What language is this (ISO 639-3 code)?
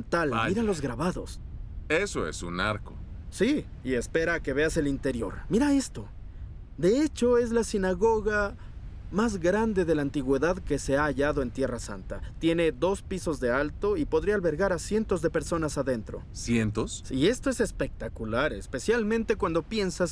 spa